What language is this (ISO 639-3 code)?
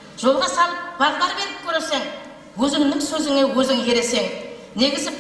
kaa